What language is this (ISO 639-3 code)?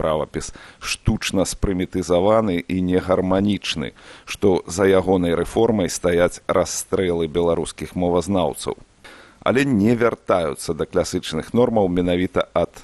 bel